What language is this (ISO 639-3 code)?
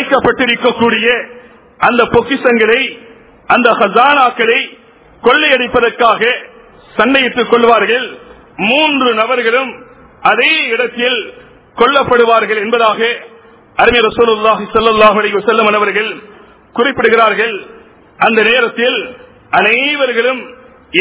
tam